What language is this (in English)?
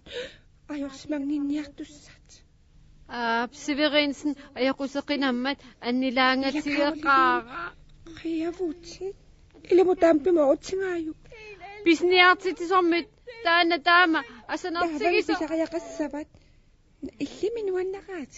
Kalaallisut